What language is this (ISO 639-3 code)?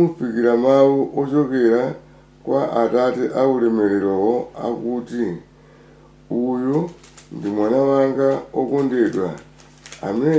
nya